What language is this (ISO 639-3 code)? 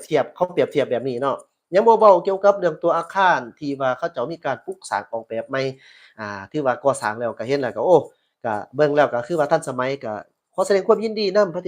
lao